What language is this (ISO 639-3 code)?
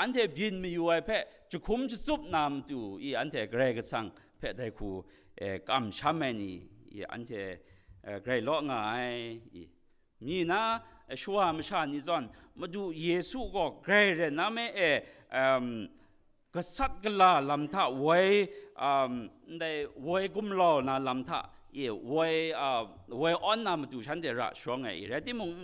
kac